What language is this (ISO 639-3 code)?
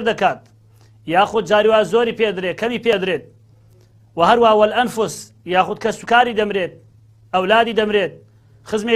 ckb